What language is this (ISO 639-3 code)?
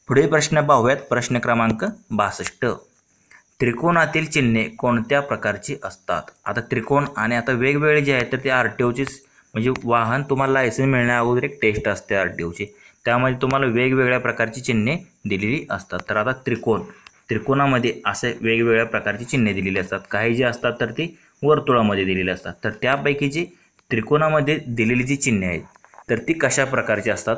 mar